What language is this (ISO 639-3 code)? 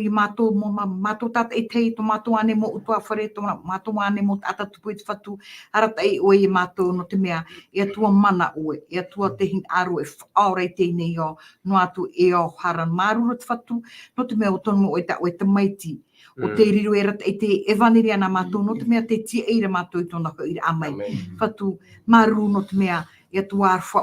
tah